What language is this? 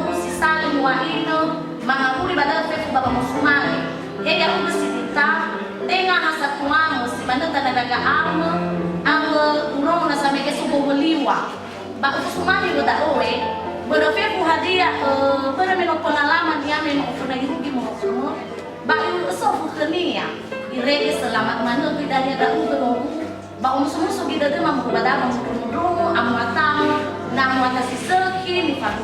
Nias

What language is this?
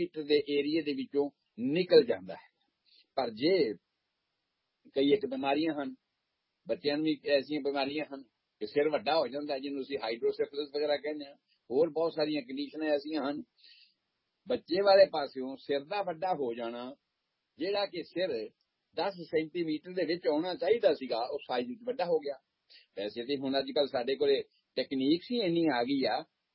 Punjabi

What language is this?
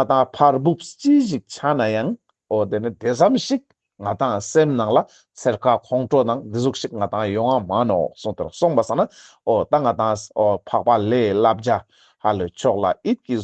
Ladakhi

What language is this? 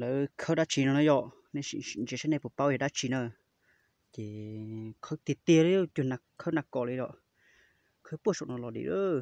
Hmong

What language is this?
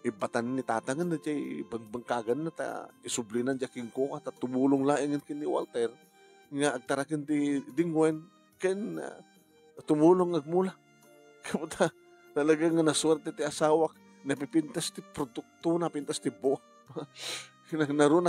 Iloko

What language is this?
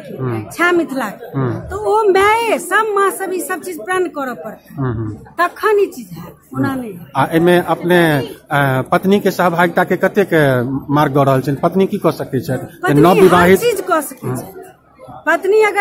Maithili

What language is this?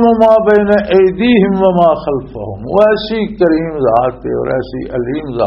Western Panjabi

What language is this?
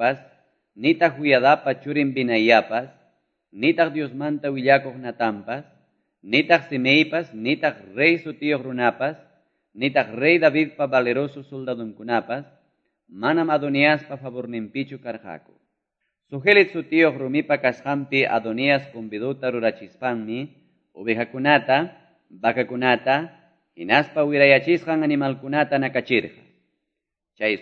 Quechua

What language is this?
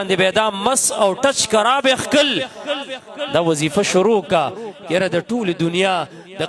Pashto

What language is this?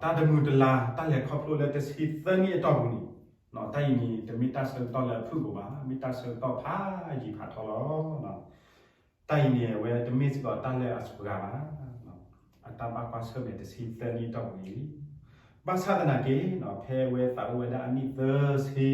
S'gaw Karen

